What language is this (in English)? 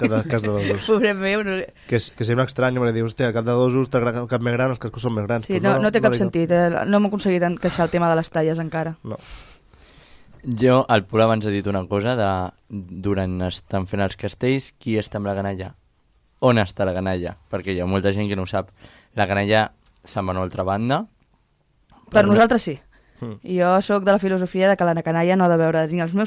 Catalan